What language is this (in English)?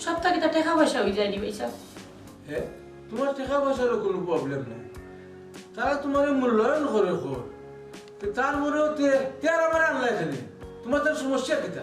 Sylheti